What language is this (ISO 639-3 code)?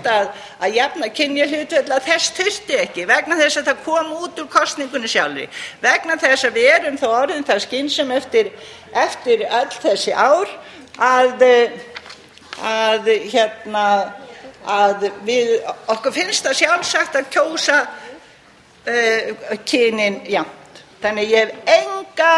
isl